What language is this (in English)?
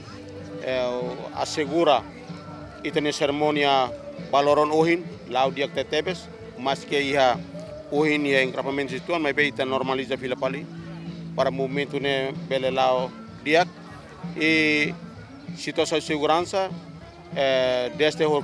Tetum